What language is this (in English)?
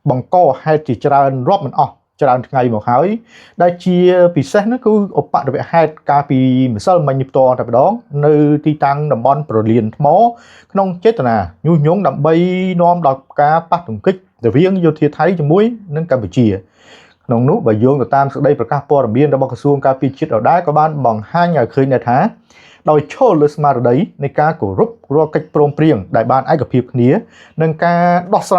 Khmer